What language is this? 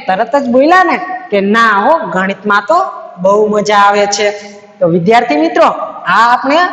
Gujarati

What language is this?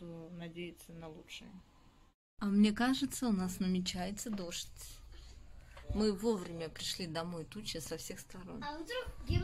Russian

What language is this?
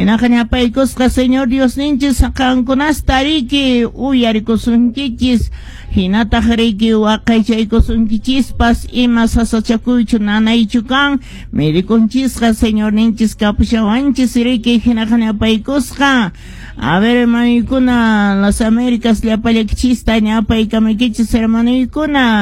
Quechua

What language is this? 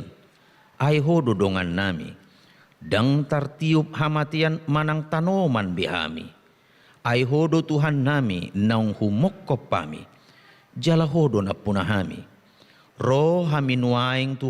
Batak Toba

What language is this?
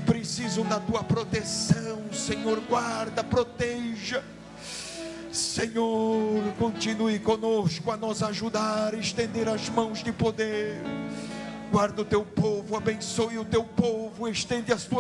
Portuguese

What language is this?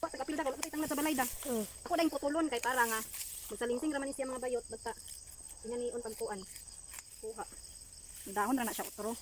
Cebuano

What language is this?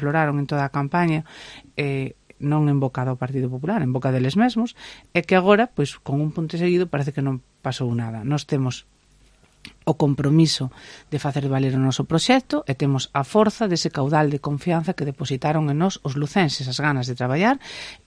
Galician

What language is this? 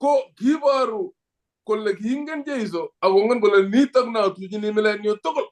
Kalenjin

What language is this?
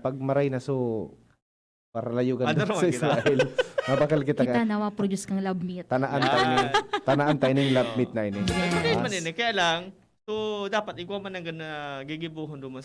Bikol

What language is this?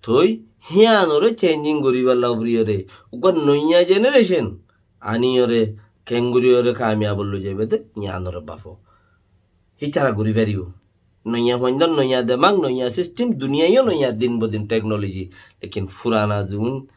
Rohingya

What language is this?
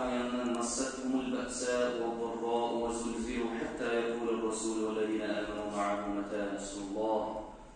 Kumyk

